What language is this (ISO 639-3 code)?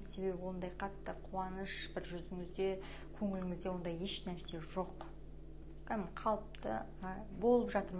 kaz